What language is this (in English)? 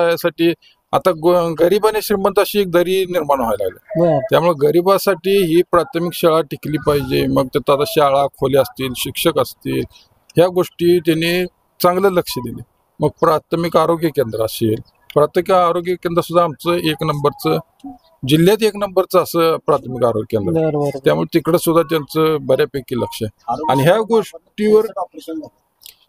Marathi